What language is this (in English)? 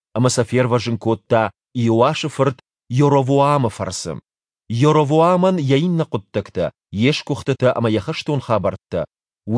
Ossetic